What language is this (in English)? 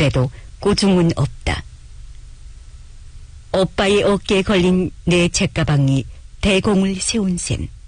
Korean